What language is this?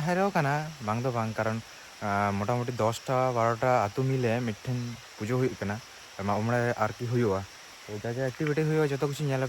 Santali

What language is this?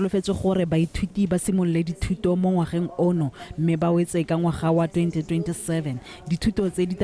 Tswana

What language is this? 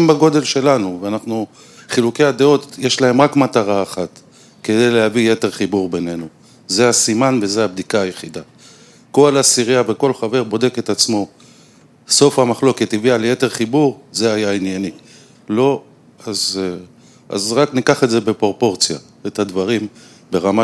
Hebrew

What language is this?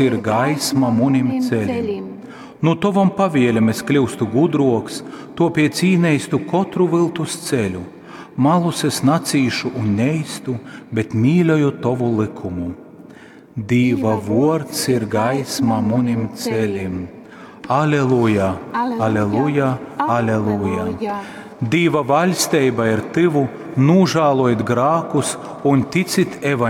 Latgalian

